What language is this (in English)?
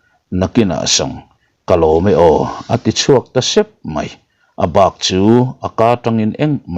Mizo